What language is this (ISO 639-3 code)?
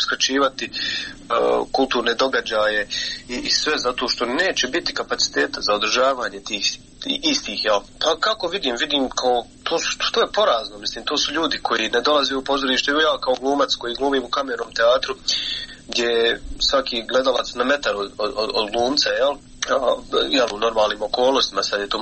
bos